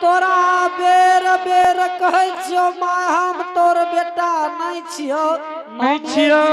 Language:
Angika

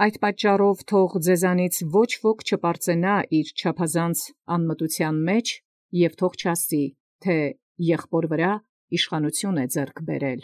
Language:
Armenian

